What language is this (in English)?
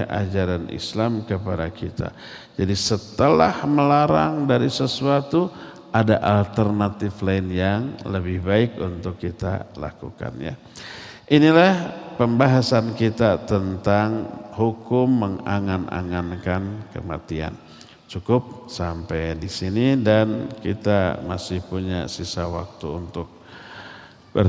Indonesian